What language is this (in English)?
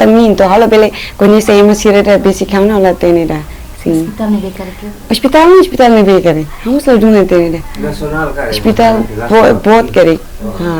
Tetum